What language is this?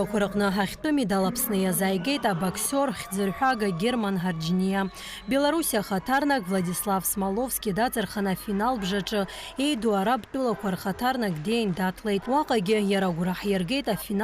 Abkhazian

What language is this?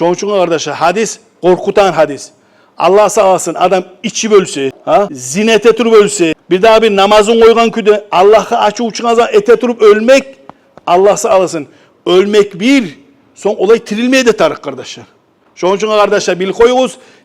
Kumyk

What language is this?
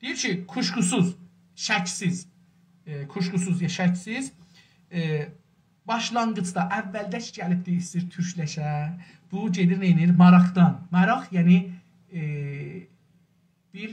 South Azerbaijani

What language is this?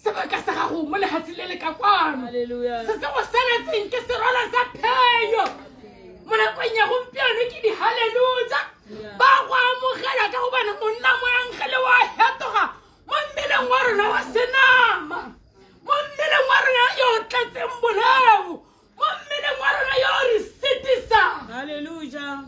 Tswana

